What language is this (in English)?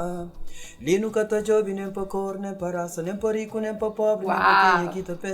Kabuverdianu